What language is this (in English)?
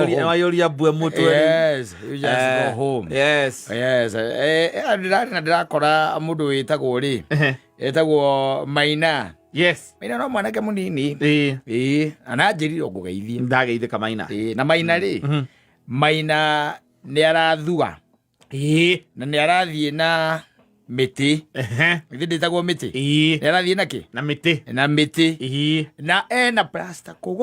Kikuyu